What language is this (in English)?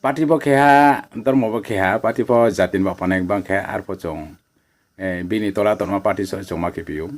Riang (India)